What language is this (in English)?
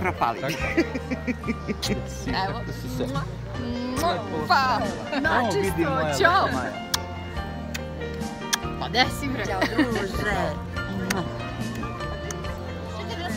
Serbian